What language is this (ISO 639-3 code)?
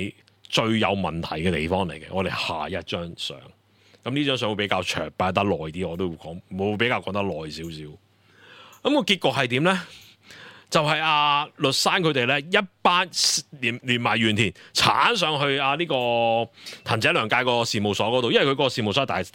yue